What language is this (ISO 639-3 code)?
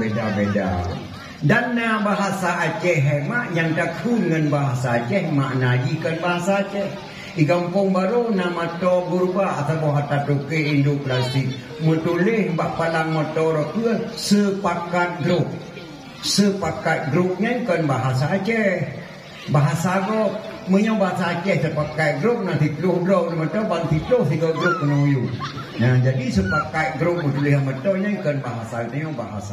ace